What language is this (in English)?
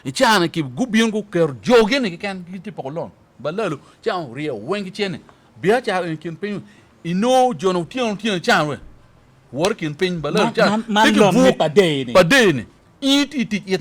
Acoli